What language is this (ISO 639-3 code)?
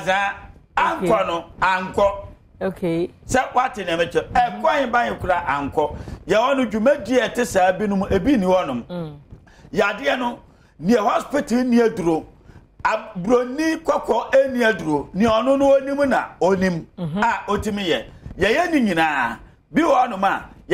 aka